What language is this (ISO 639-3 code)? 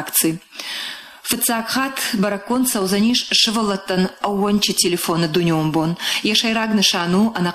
oss